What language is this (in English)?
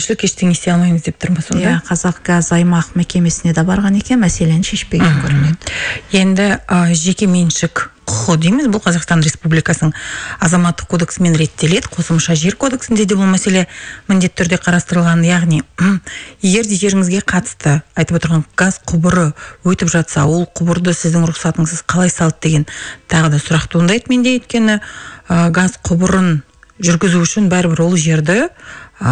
Kazakh